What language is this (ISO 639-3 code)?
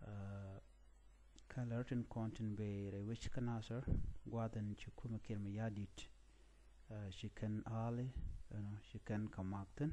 nus